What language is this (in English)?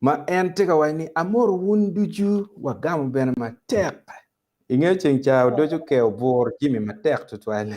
Acoli